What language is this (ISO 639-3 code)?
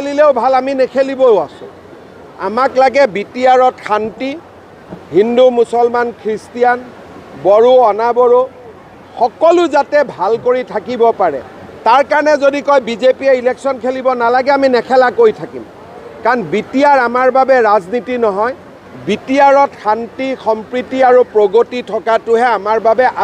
asm